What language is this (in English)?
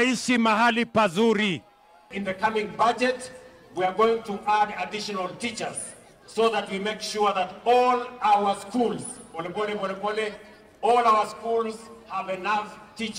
Kamba